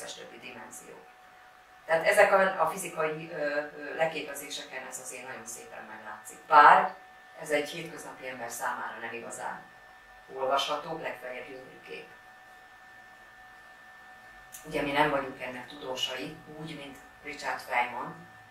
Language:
Hungarian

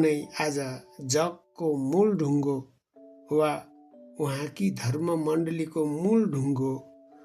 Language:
Nepali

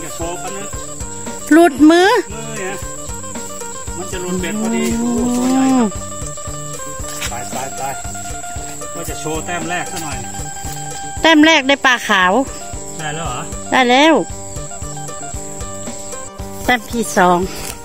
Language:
Thai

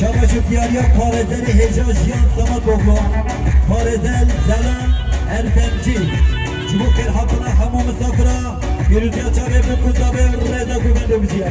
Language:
Kurdish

